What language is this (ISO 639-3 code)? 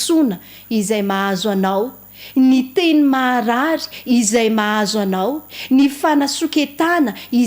mlg